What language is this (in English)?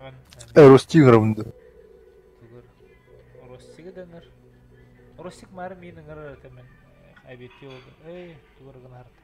Yakut